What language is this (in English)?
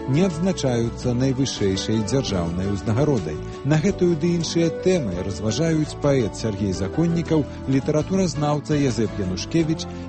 Belarusian